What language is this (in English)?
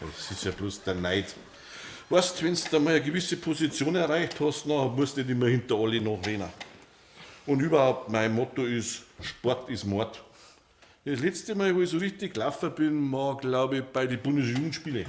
Bavarian